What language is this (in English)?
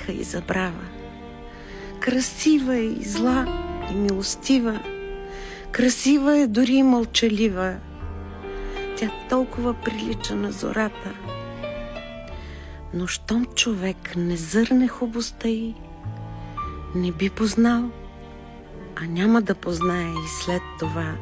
Bulgarian